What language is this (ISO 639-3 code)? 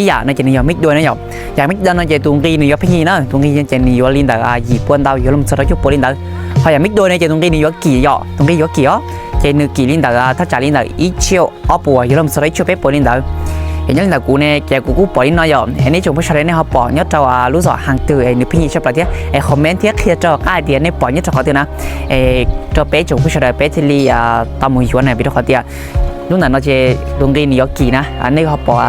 hmn